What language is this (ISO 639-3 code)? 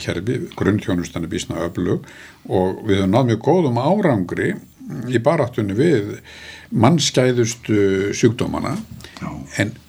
isl